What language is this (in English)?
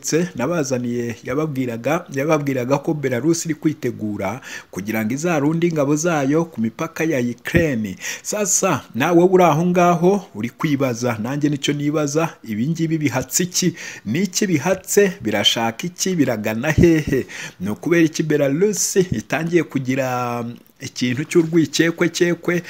Kinyarwanda